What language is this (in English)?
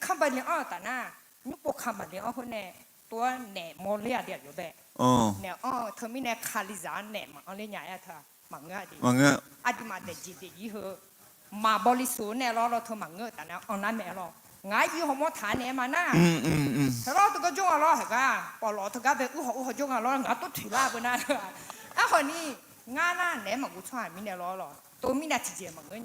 Akha